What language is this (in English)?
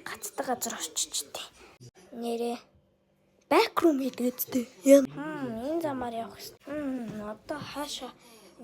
Mongolian